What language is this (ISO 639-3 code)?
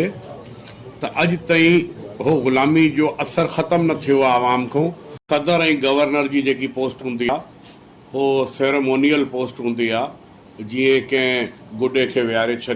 snd